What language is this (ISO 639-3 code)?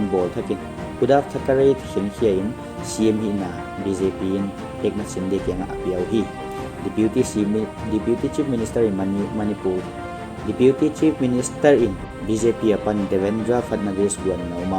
pck